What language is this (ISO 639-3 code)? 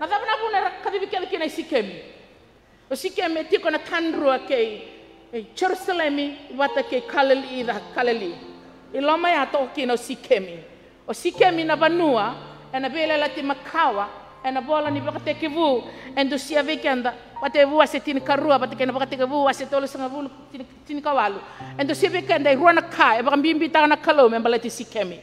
fij